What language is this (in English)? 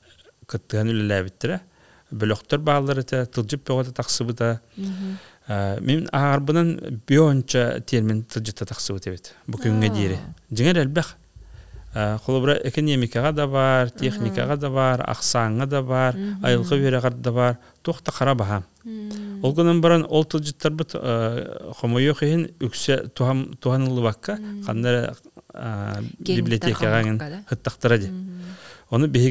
Yakut